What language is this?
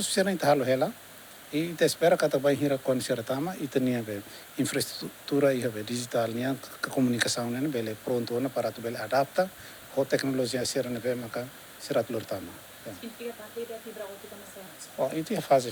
Tetum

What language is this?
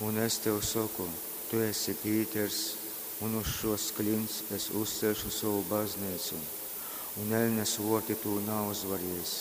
Latgalian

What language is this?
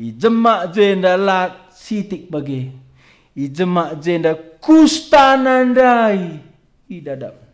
Batak Karo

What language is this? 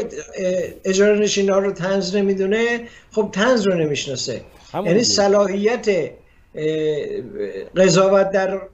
Persian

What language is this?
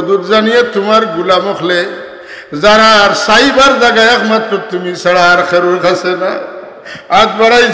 Sylheti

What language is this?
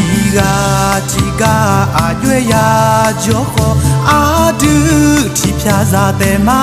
Akha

